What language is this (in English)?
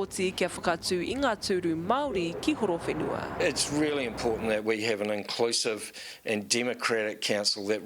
Māori